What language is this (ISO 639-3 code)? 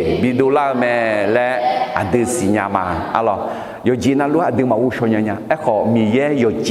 ahk